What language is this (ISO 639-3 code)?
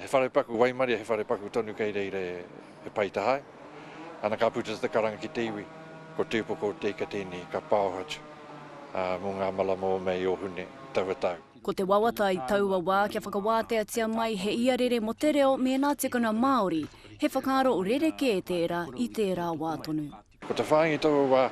mri